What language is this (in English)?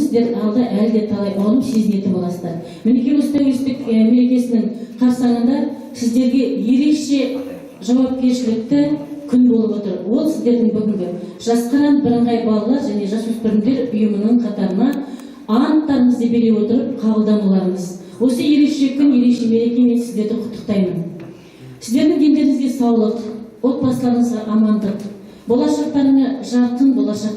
Kazakh